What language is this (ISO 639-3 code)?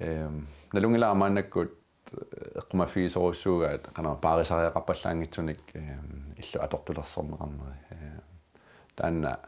kal